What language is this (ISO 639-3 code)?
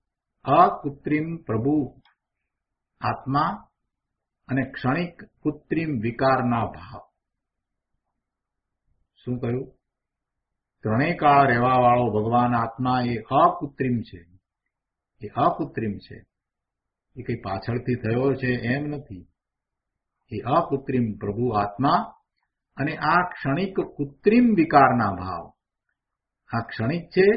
guj